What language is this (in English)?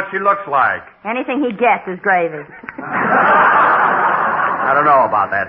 English